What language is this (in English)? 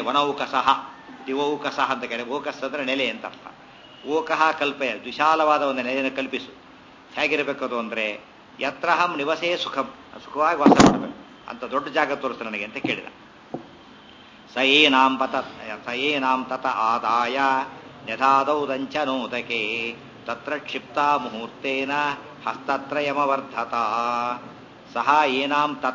Kannada